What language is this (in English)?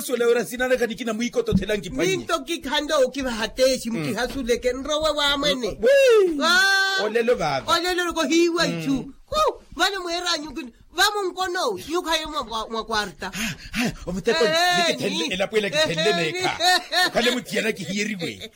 Makhuwa